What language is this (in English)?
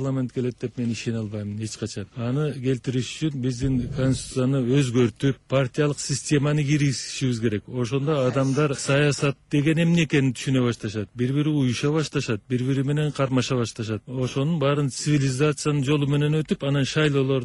Kyrgyz